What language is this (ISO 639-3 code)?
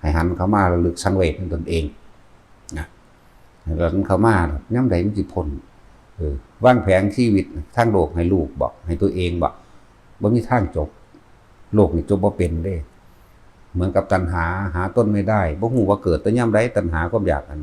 lao